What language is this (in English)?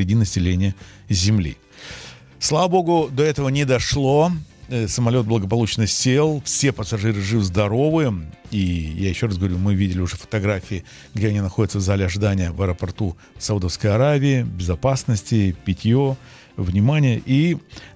Russian